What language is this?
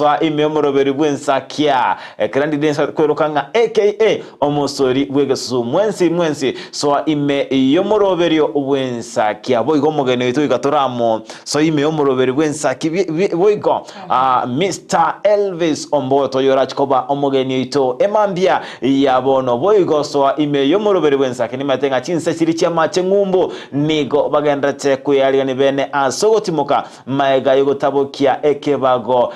Gusii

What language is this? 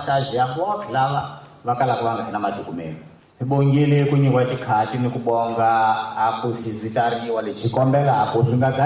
Tsonga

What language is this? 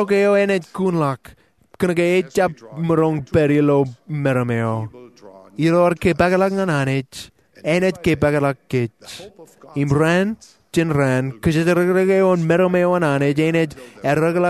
Marshallese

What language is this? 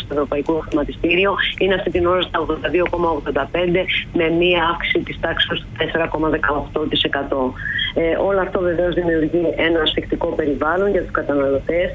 Greek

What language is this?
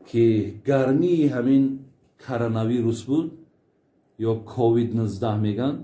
Tajik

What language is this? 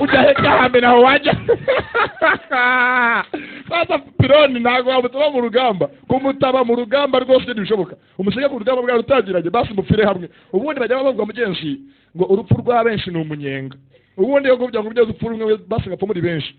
Kinyarwanda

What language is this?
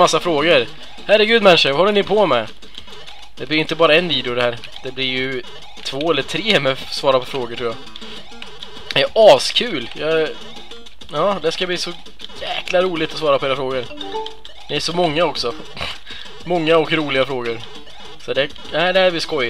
Swedish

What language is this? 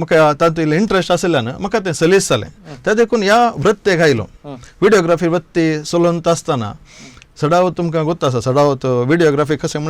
Konkani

